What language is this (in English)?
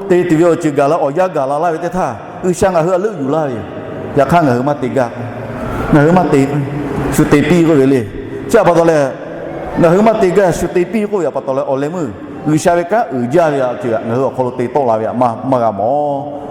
Lahu